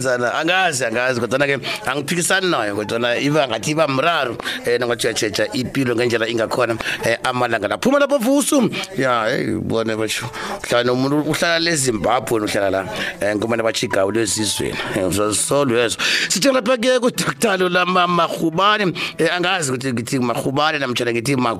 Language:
South Ndebele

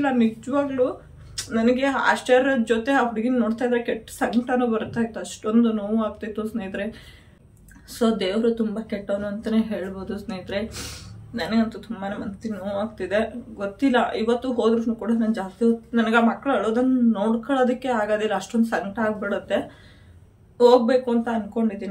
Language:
Kannada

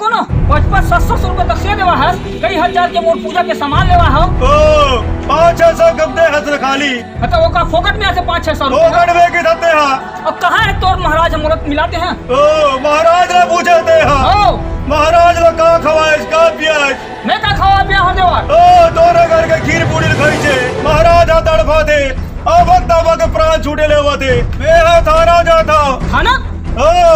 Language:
Chhattisgarhi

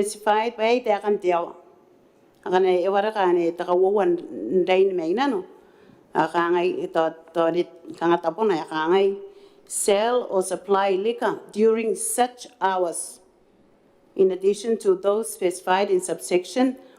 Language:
Gilbertese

